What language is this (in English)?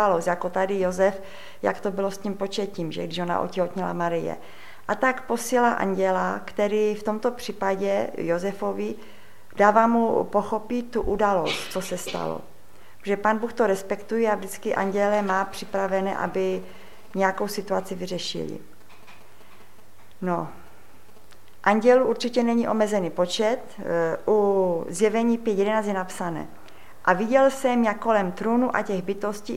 Czech